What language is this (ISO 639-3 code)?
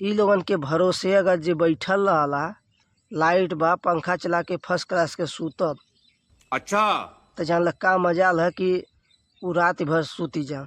bho